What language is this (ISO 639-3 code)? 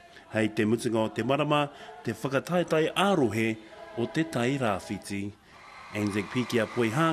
mri